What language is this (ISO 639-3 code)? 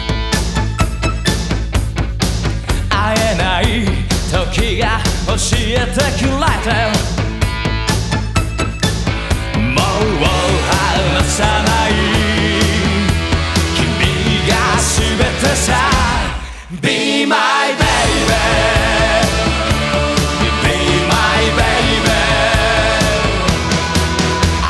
jpn